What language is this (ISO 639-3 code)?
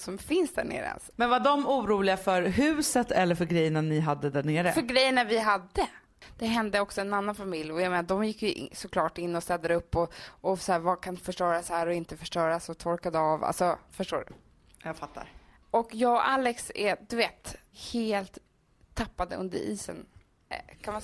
swe